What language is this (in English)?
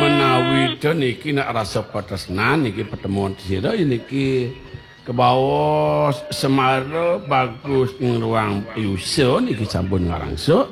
Balinese